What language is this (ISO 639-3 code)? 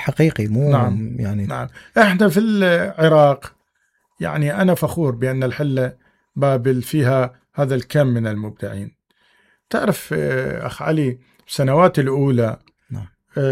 acm